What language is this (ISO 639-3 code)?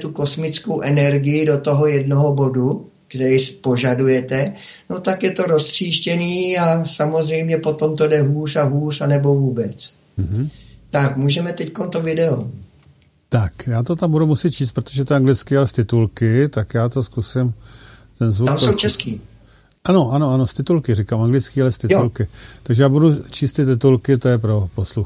ces